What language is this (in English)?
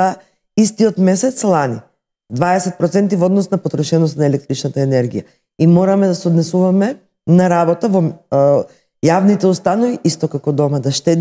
Macedonian